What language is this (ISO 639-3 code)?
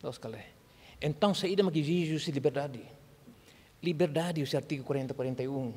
tet